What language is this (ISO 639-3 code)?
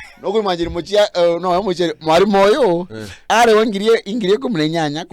mer